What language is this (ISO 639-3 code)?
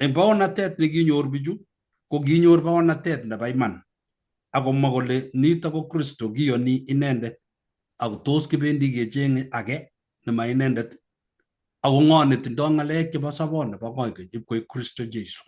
kln